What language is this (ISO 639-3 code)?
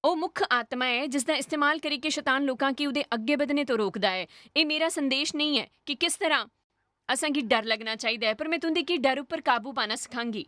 doi